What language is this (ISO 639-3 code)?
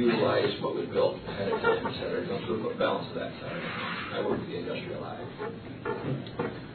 eng